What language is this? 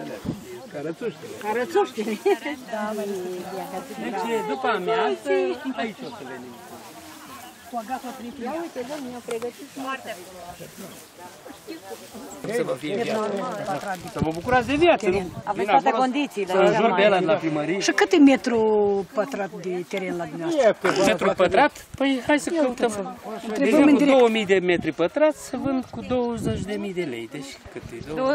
Romanian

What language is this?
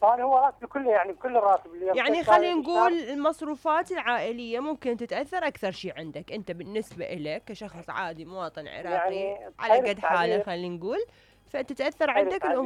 Mesopotamian Arabic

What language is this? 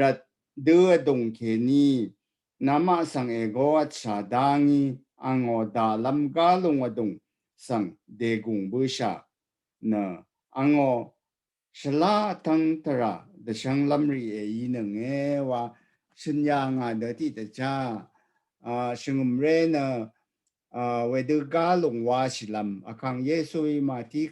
Rawang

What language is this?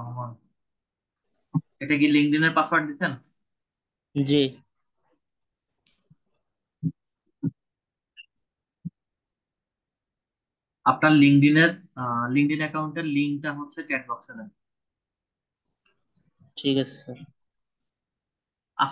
Bangla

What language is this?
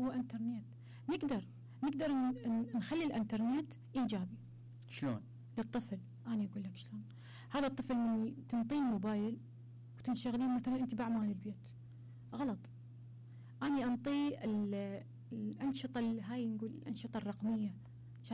Mesopotamian Arabic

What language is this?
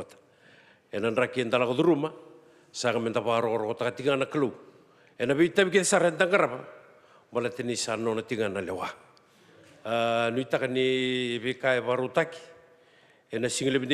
Fijian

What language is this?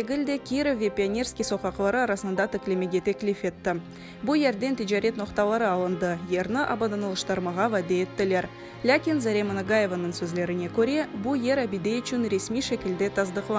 Crimean Tatar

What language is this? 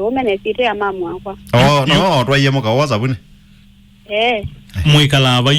Kamba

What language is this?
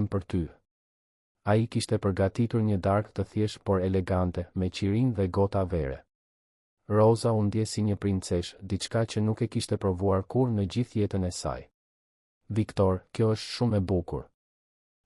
Albanian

